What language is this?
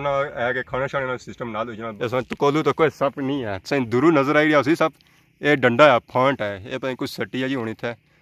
Pahari-Potwari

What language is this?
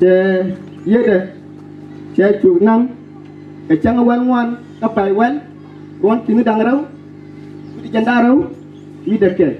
Nuer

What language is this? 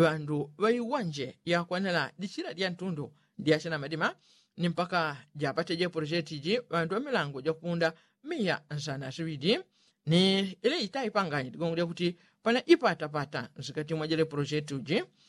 Yao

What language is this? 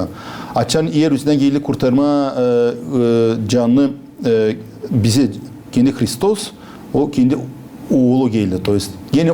Gagauz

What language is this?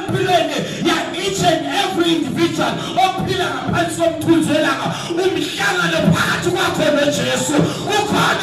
Zulu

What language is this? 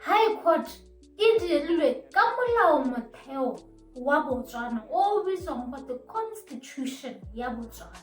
Tswana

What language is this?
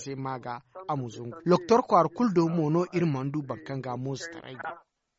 Zarma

